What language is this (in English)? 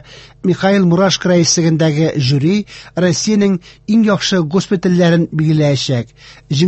Tatar